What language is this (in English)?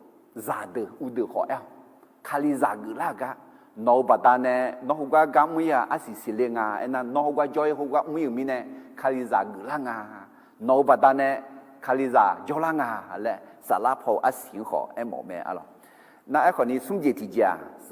Akha